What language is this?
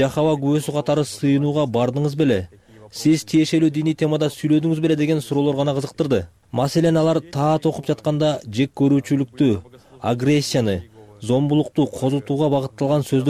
Kyrgyz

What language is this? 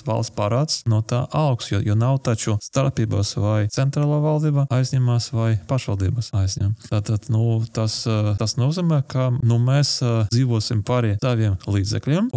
Latvian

